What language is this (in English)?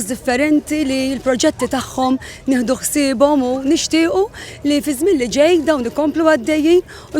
Maltese